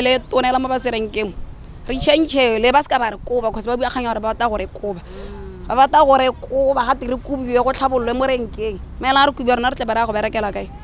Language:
Tswana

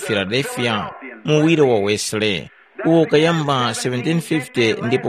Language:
Tumbuka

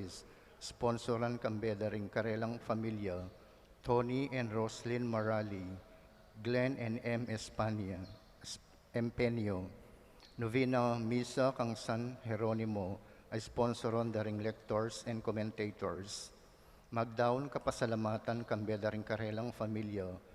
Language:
Pampanga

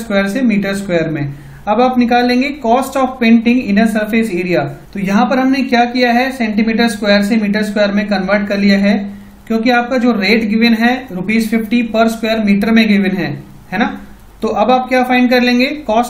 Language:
Hindi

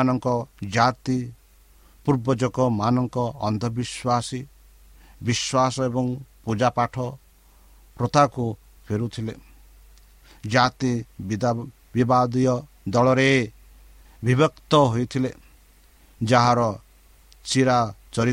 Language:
Odia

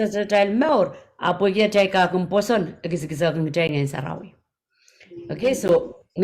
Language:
Pohnpeian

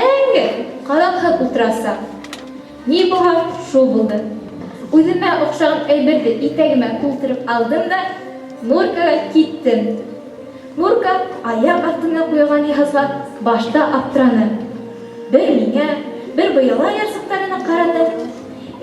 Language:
Bashkir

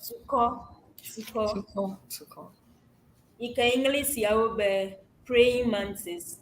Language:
Ewe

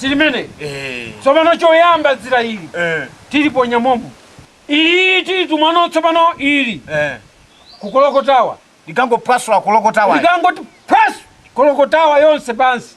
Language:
Nyanja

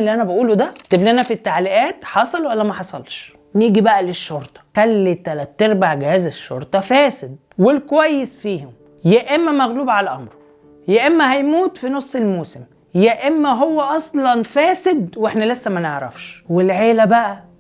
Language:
Egyptian Arabic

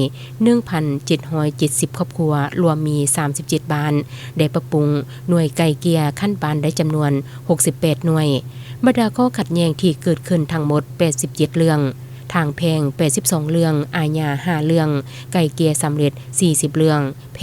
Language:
Lao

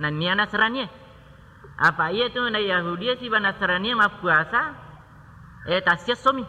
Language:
Buginese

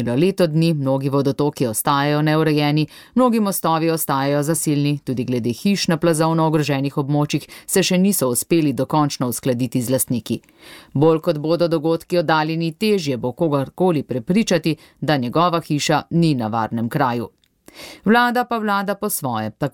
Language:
Slovenian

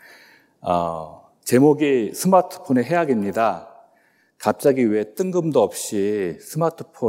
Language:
Korean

